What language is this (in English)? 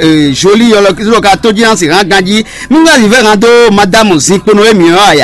Fon